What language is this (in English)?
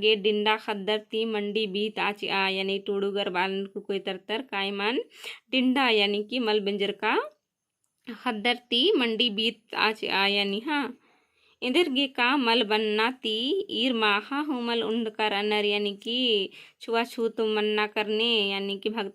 Kurukh